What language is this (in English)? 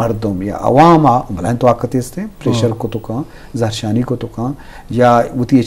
Eastern Balochi